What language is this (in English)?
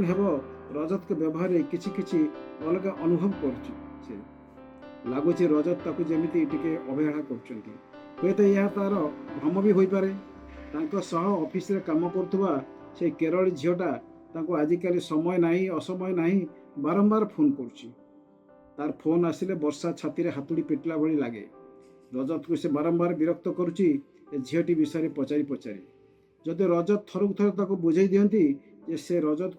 Odia